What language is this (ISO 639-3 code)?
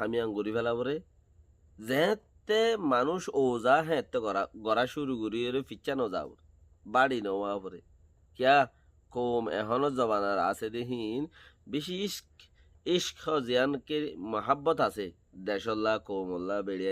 rhg